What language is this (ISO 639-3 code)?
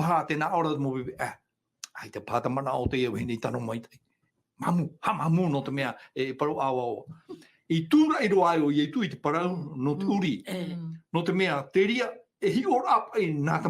tah